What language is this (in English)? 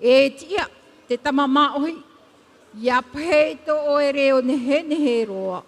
Tahitian